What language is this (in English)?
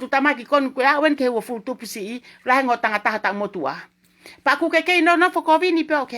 Tongan